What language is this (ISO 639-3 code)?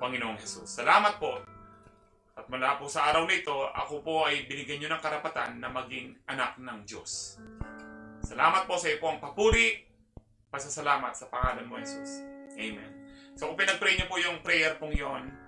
fil